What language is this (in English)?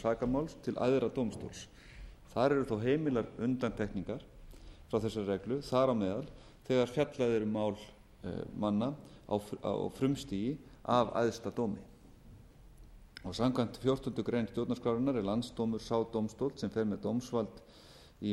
Icelandic